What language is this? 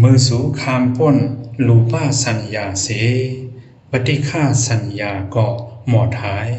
Shan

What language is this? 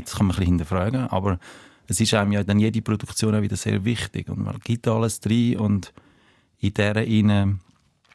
Swiss German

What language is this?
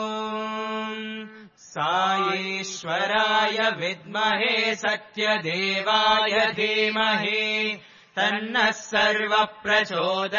Sanskrit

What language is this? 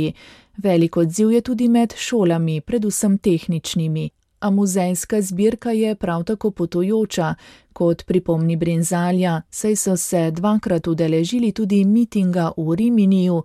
Slovenian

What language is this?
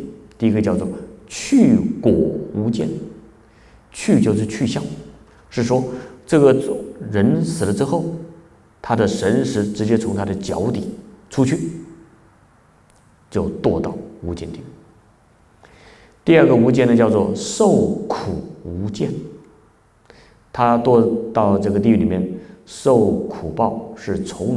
Chinese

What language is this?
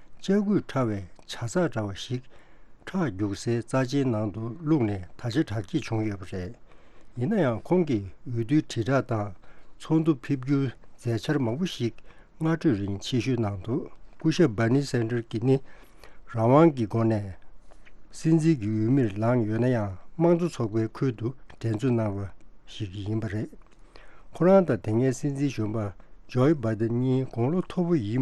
Tibetan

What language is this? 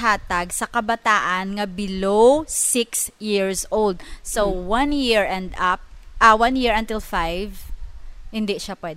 Hiligaynon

